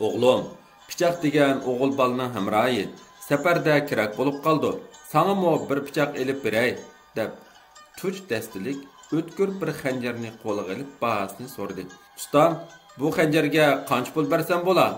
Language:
Uyghur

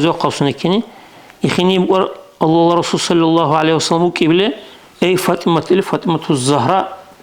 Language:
Dargwa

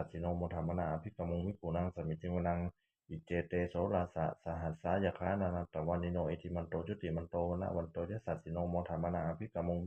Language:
Pali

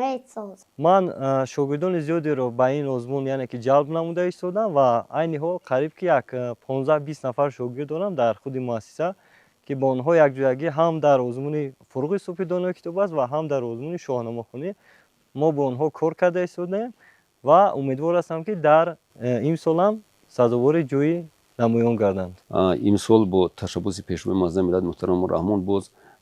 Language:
Tajik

